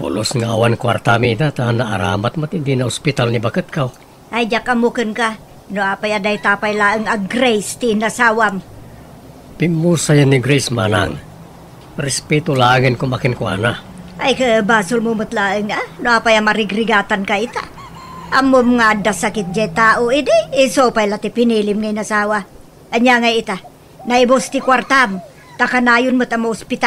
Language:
Iloko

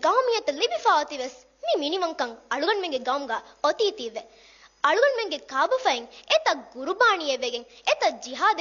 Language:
Divehi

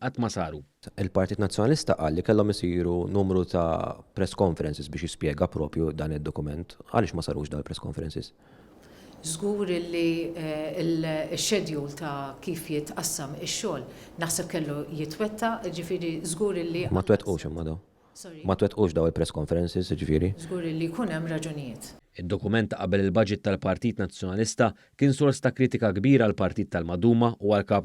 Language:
Maltese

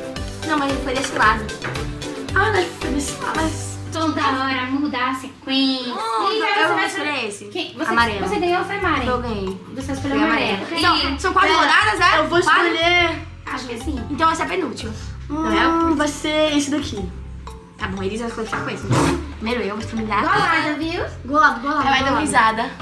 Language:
Portuguese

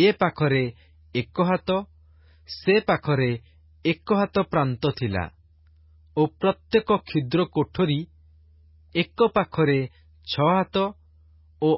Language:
Odia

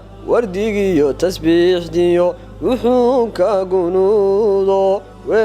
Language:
Somali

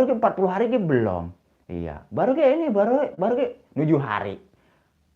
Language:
Betawi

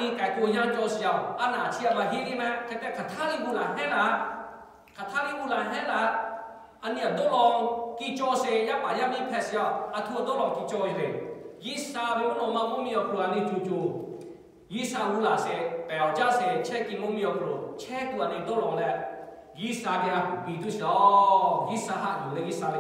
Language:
Lahu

